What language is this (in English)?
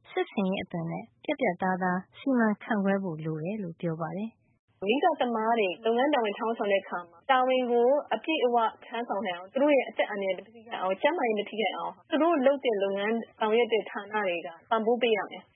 Burmese